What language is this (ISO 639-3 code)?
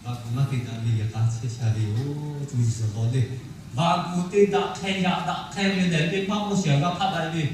lhu